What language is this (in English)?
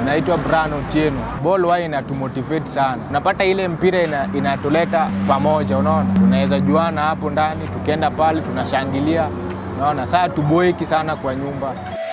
Swahili